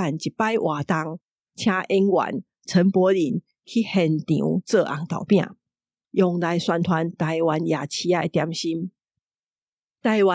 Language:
Min Nan Chinese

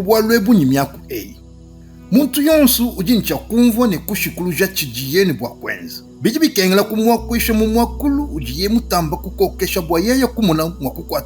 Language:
Luba-Lulua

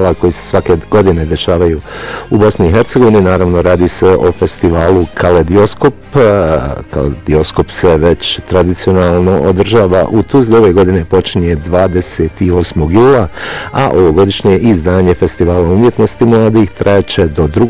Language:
Bosnian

